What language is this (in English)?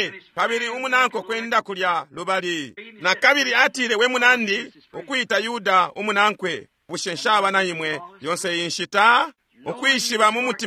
Bemba